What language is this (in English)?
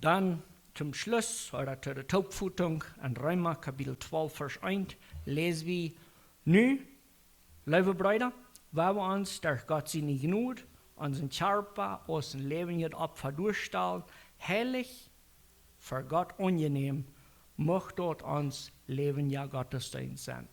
Plautdietsch